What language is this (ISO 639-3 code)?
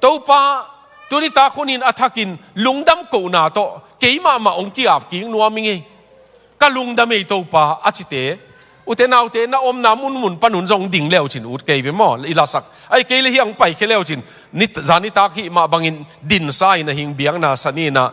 ctd